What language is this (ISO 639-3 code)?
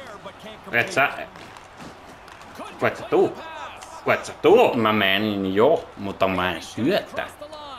fin